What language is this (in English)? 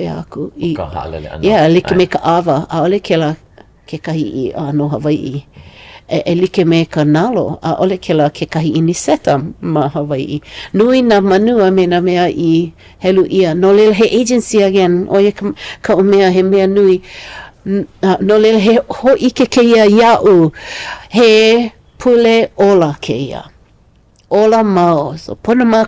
Hawaiian